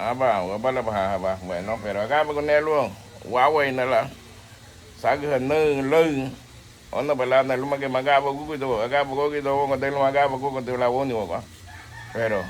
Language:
Garifuna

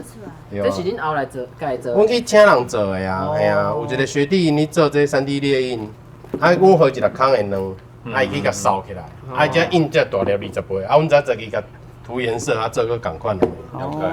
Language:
Min Nan Chinese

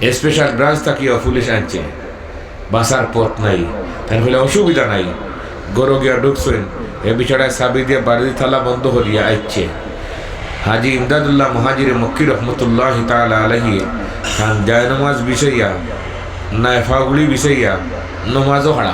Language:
Sylheti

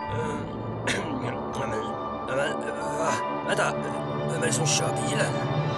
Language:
Swedish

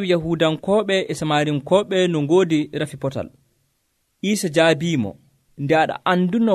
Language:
Nigerian Fulfulde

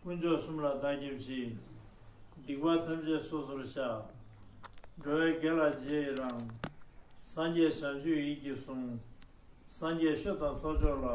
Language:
Tibetan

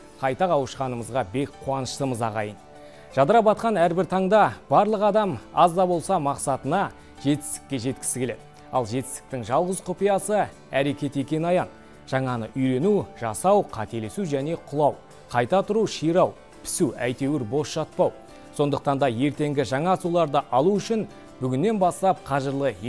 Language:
Kazakh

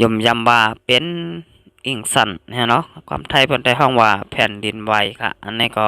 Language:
Shan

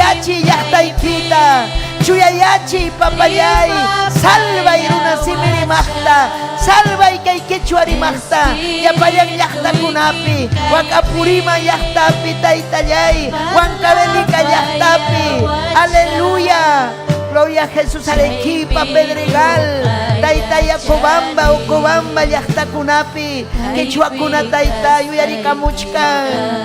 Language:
Ayacucho Quechua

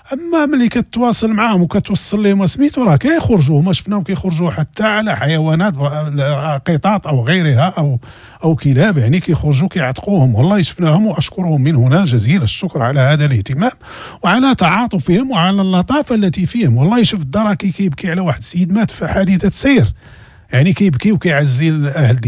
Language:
Moroccan Arabic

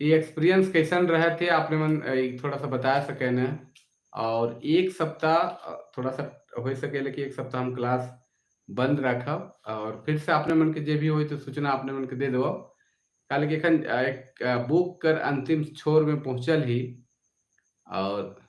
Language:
Sadri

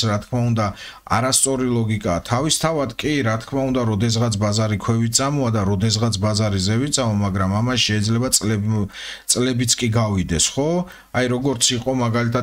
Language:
Georgian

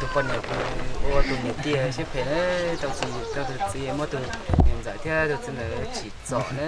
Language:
Hmong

